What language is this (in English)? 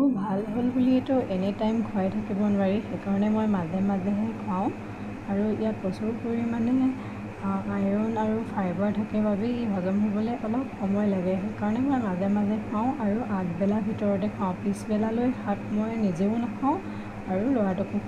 Assamese